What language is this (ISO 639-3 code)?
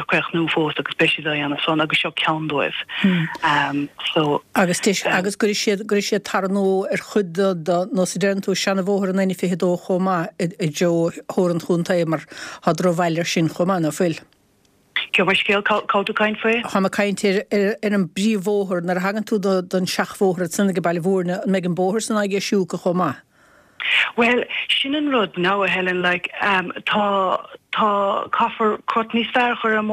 gle